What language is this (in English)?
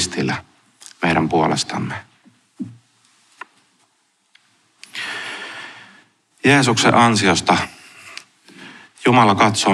Finnish